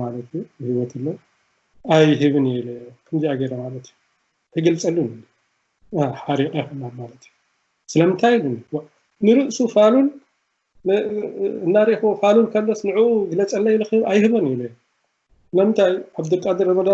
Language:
Tigrinya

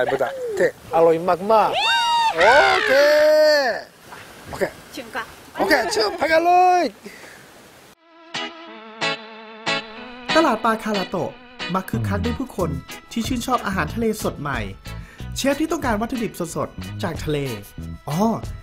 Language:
Thai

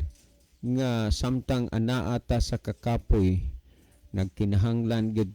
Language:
Cebuano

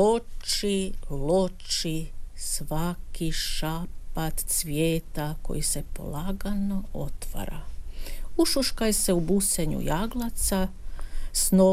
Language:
Croatian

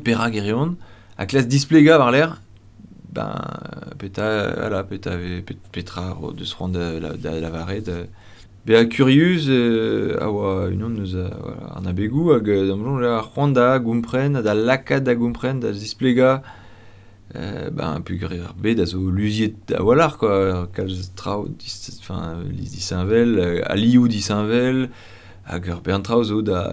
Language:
Breton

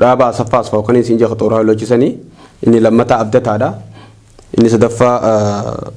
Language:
Oromo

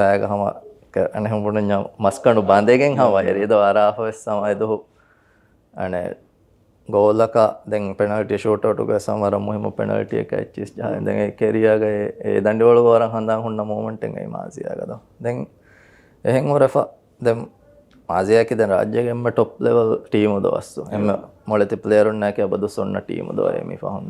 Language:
Divehi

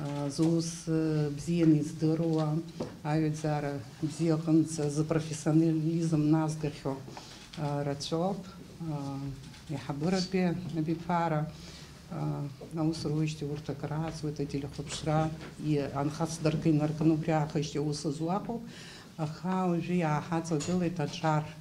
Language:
Abkhazian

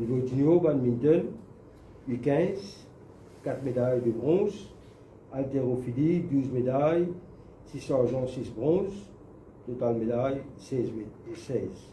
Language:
Morisyen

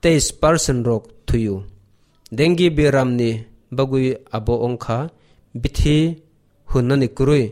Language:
Kok Borok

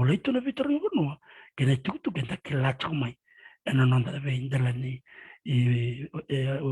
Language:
Fijian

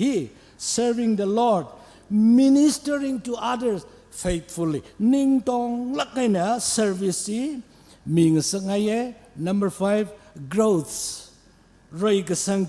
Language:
Tangkhul Naga (India)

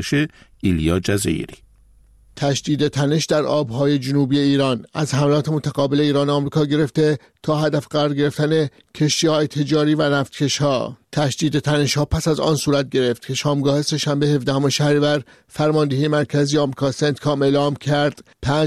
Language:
Persian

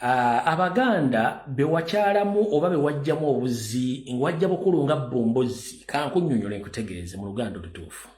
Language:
Ganda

